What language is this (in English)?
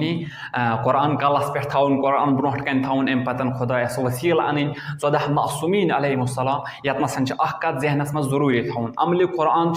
Kashmiri